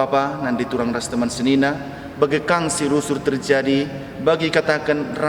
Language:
Batak Karo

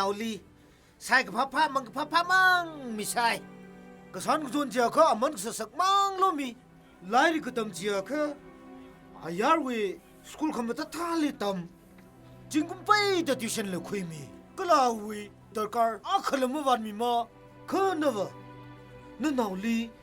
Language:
Tangkhul Naga (India)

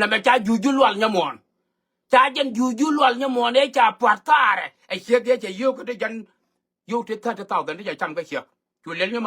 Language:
Nuer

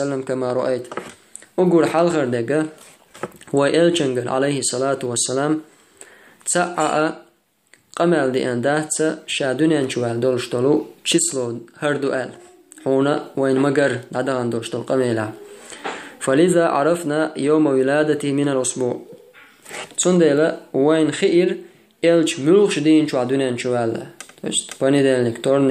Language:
Chechen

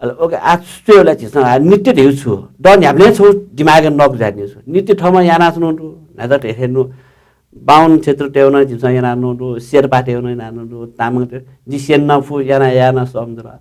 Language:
Newari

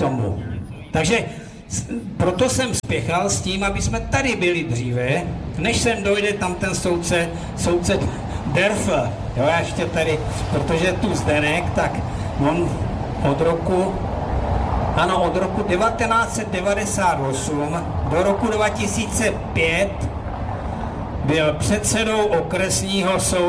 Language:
Czech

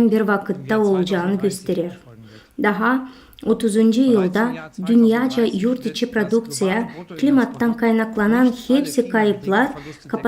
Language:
Gagauz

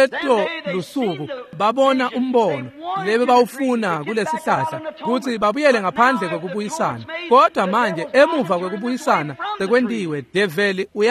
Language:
Swati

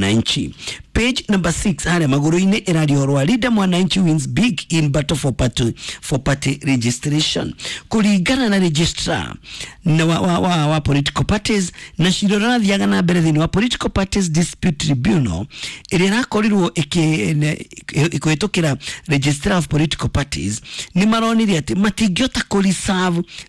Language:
Kikuyu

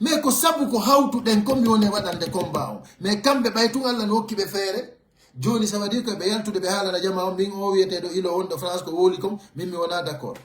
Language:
Pular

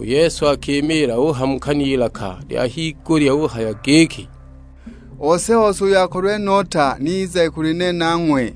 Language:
Sukuma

